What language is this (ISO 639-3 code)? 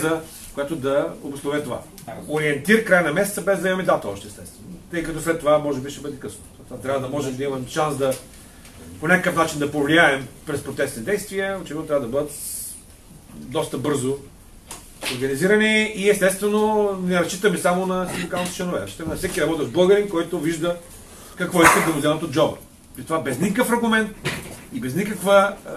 bul